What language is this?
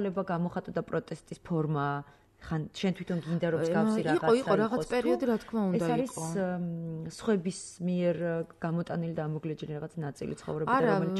Georgian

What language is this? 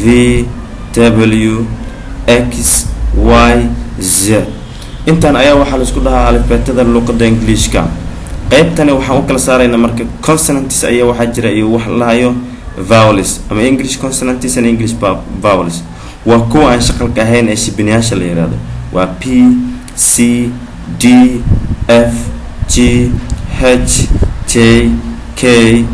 Somali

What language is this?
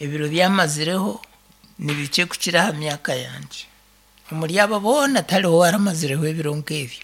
Nyankole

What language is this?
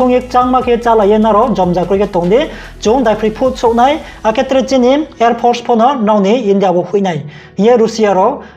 Riang (India)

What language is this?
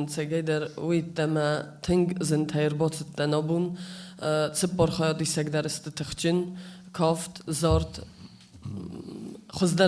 Ossetic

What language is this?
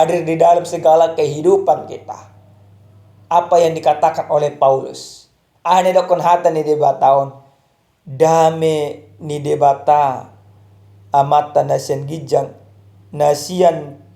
Batak Toba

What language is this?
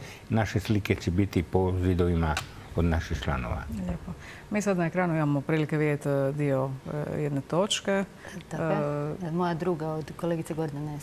Croatian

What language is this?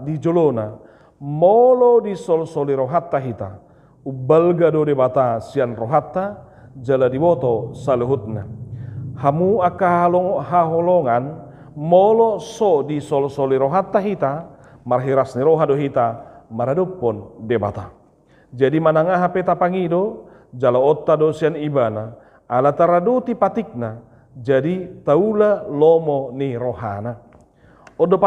Batak Toba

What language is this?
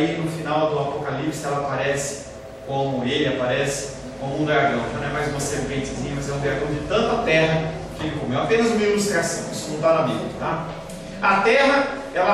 Portuguese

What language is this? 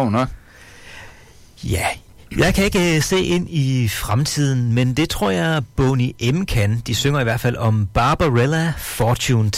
Danish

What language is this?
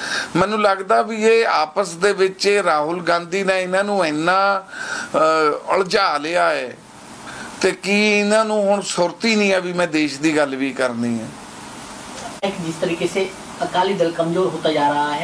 Punjabi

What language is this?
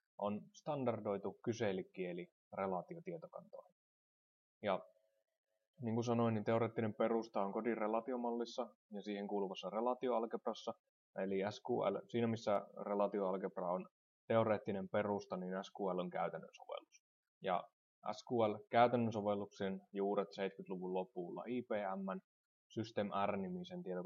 Finnish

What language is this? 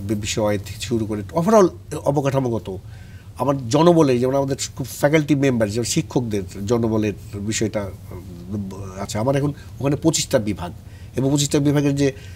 Bangla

